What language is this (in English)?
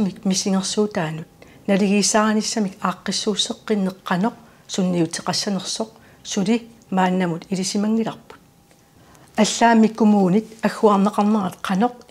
Kalaallisut